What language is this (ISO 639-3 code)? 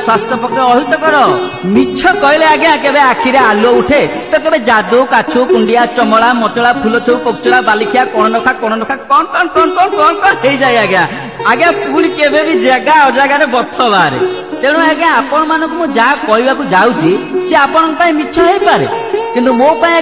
ori